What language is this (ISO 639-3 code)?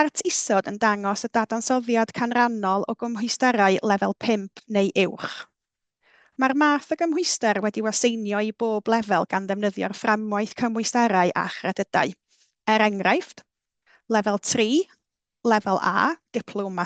cym